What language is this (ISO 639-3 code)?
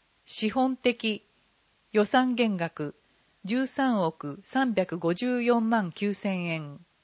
jpn